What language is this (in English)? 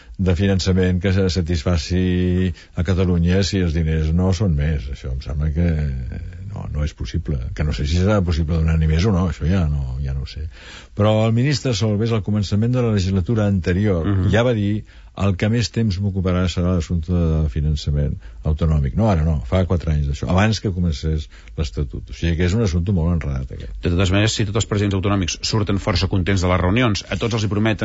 Catalan